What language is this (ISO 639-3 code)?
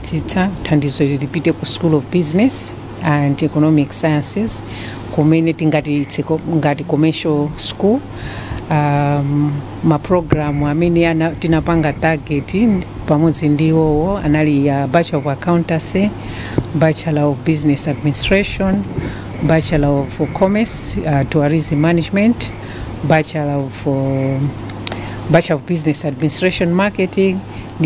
nya